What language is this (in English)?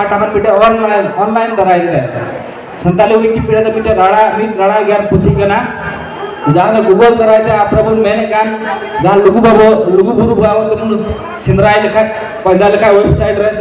Santali